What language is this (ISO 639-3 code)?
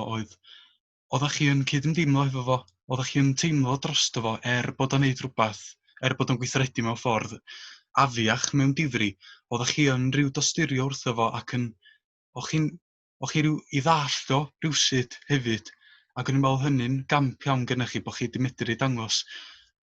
cym